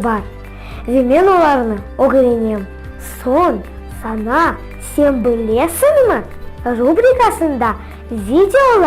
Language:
Crimean Tatar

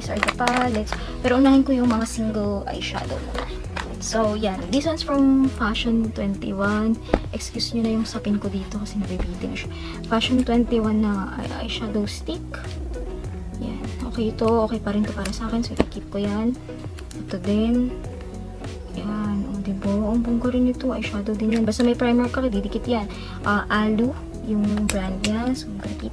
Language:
Filipino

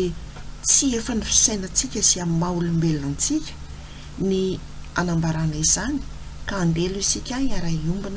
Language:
Malagasy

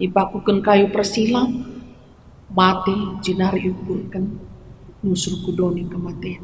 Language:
Batak Karo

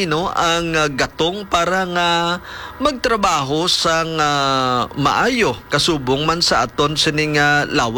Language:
Hiligaynon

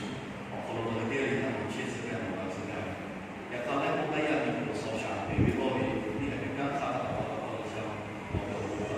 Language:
Lahu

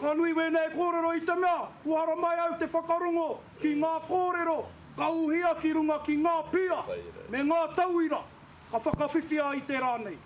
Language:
Māori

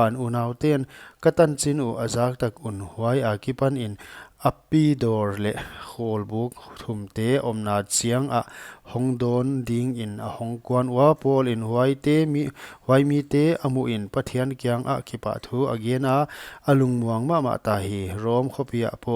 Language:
Paite Chin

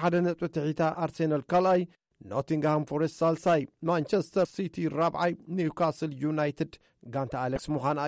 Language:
Tigrinya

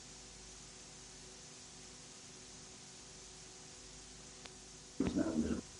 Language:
Danish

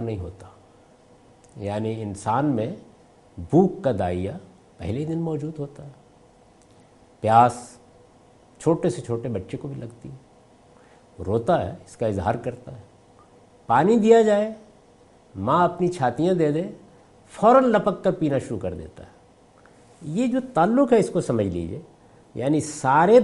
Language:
Urdu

